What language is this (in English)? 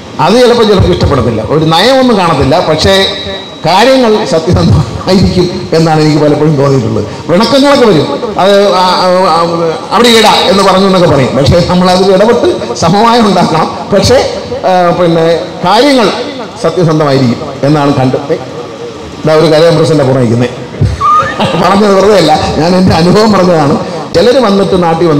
Malayalam